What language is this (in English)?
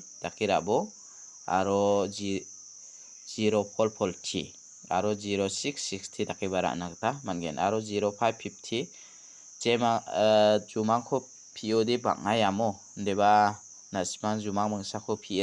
Garo